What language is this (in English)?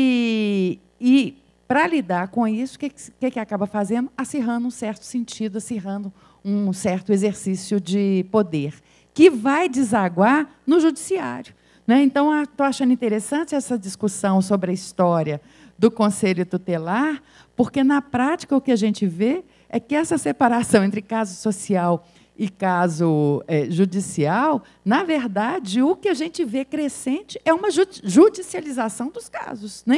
Portuguese